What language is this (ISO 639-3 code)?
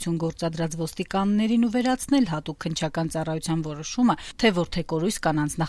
hye